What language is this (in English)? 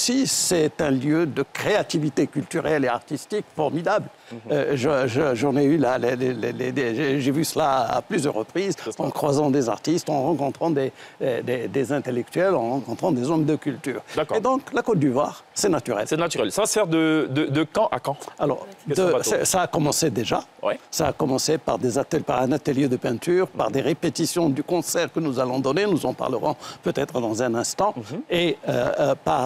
French